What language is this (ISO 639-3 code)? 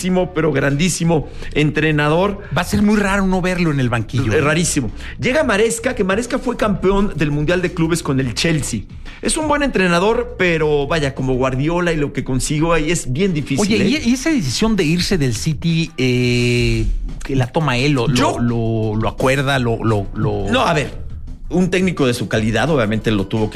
spa